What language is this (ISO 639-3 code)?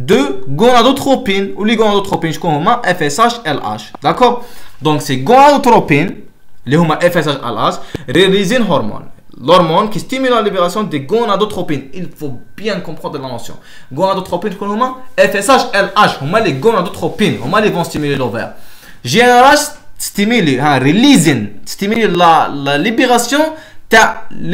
fra